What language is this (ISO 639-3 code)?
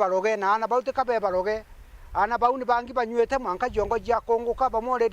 mer